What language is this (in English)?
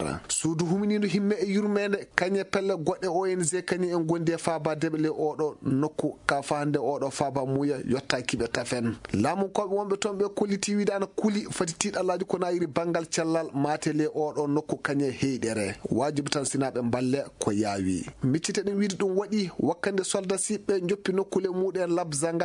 Fula